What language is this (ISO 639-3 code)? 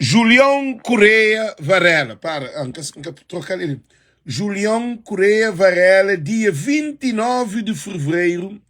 kea